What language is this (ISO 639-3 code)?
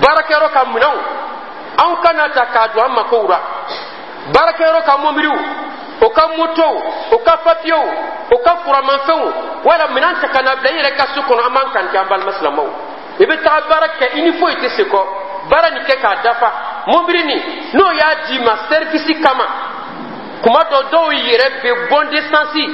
dyu